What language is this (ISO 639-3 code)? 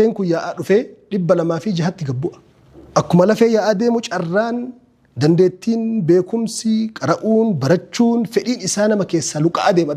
orm